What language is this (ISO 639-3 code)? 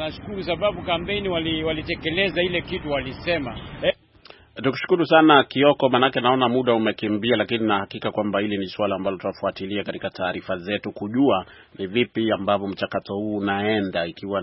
swa